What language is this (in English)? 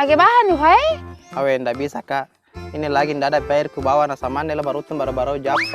Buginese